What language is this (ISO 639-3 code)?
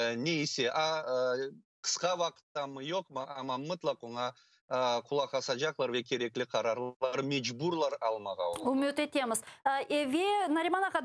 crh